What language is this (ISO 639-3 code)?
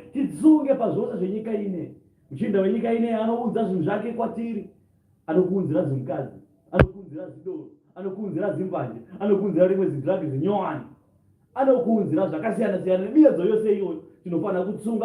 sna